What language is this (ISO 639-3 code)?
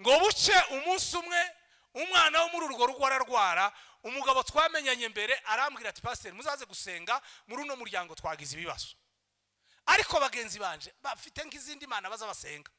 kin